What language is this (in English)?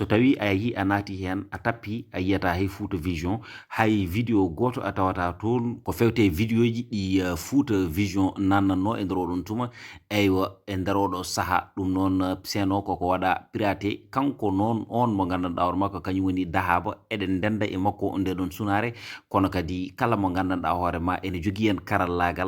Fula